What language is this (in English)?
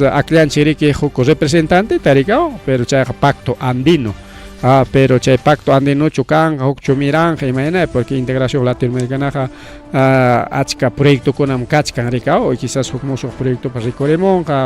Ayacucho Quechua